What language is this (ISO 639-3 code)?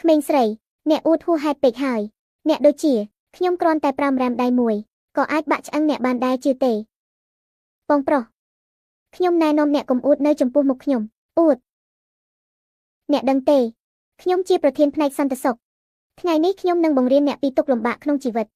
khm